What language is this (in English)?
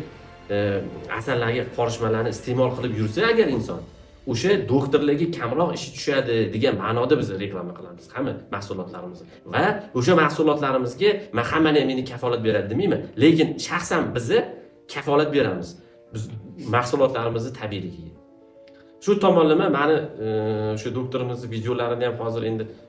Uzbek